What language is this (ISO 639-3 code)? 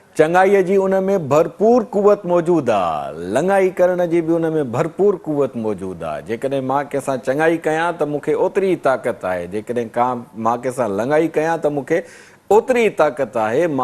snd